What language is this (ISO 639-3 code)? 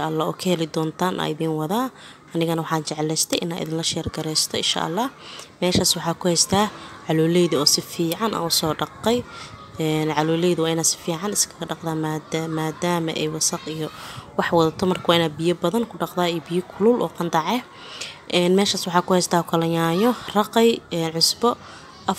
som